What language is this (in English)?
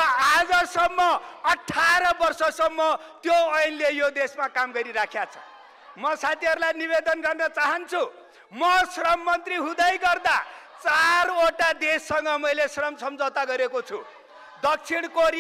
Nepali